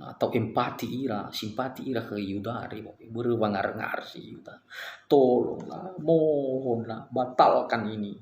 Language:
Nias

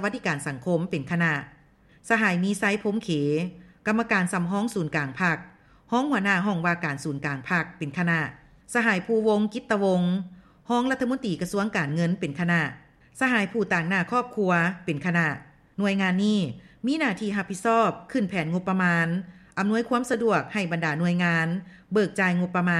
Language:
Lao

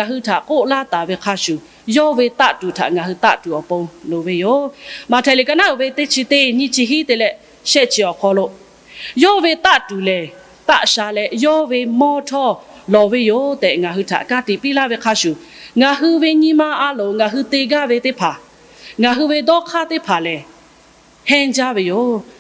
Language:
Lahu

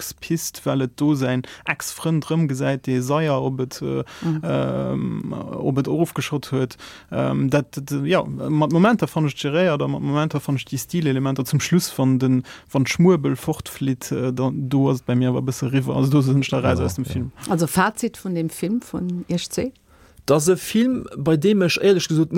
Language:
Luxembourgish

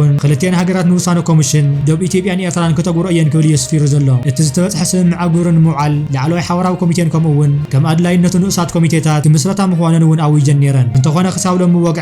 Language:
Tigrinya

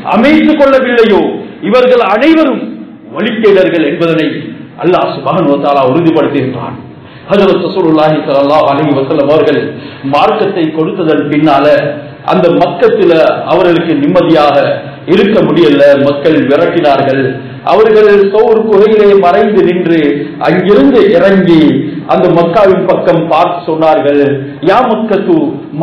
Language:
Tamil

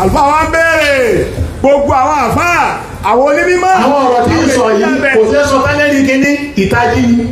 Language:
Yoruba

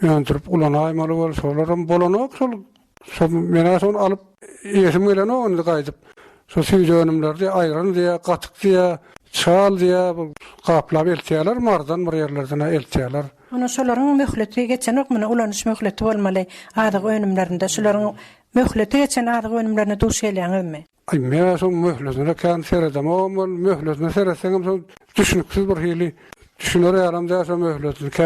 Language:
Turkmen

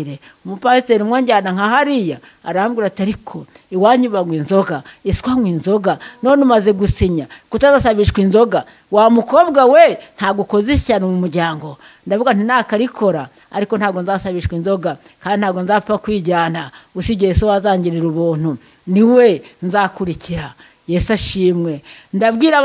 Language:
Kinyarwanda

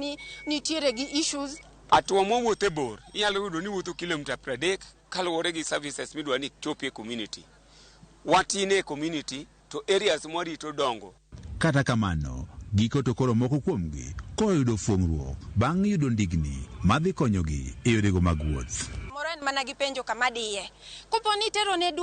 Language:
Luo (Kenya and Tanzania)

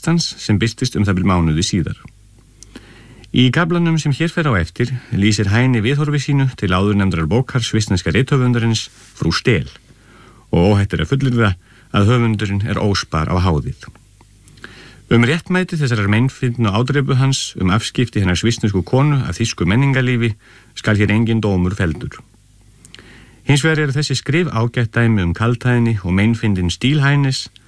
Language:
Icelandic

